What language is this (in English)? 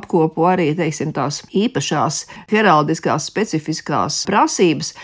Latvian